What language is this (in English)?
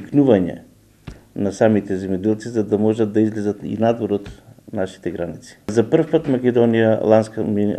Macedonian